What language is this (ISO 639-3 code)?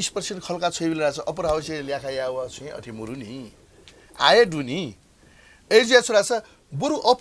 new